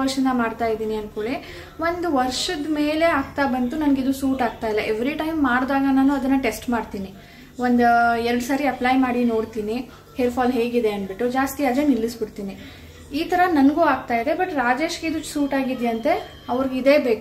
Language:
Kannada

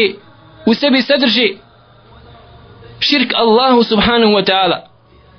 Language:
Bosnian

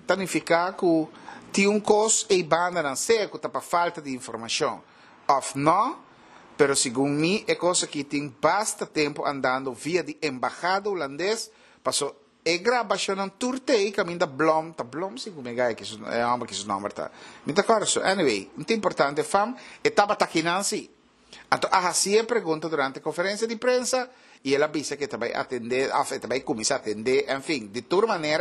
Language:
Papiamento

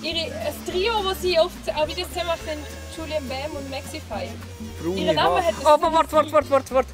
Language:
Swiss German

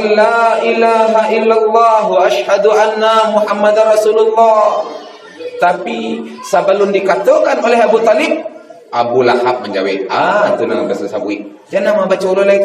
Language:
Minangkabau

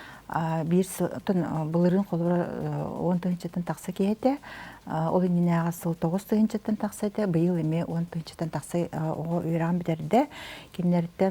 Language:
Yakut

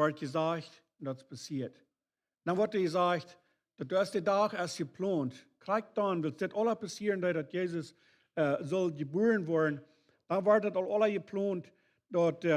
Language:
Plautdietsch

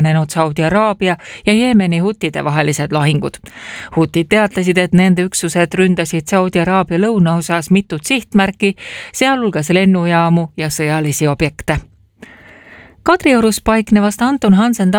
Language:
Estonian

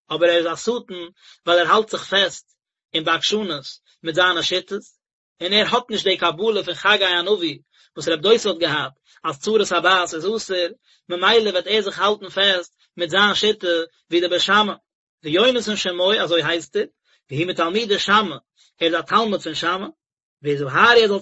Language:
Yiddish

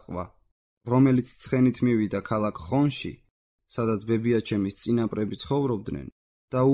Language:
Georgian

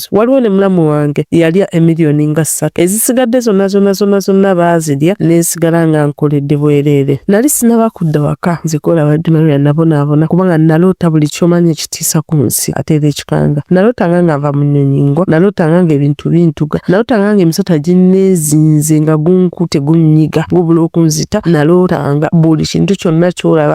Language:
Ganda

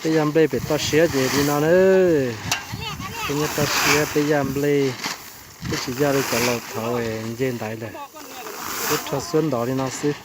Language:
Hmong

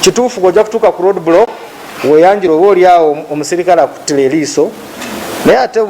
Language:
Ganda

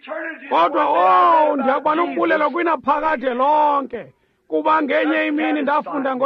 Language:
Xhosa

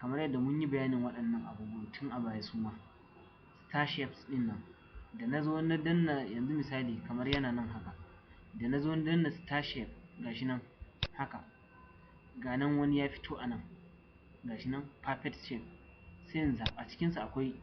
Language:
Hausa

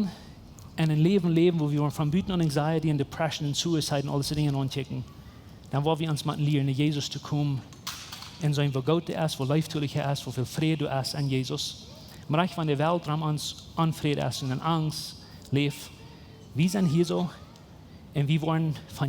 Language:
Plautdietsch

